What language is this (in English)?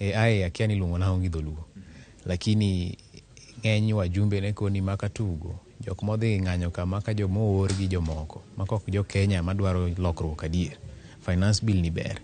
Luo (Kenya and Tanzania)